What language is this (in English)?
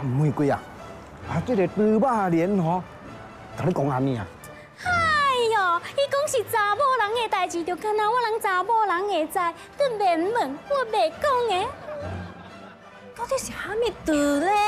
Min Nan Chinese